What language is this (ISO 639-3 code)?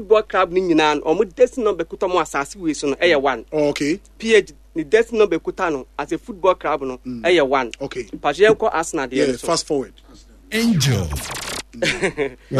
aka